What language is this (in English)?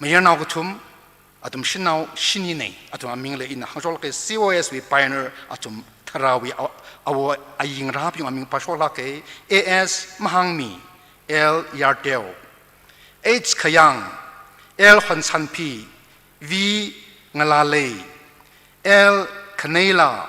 Tangkhul Naga (India)